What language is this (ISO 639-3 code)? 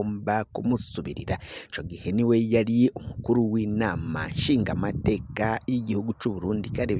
run